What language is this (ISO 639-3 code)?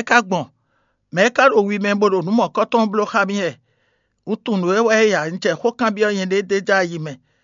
fon